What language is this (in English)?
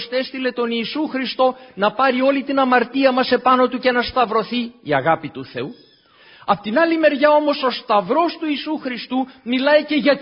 Greek